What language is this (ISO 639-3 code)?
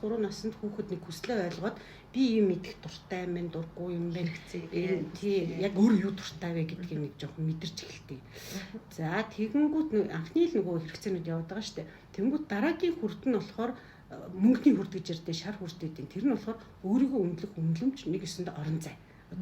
mon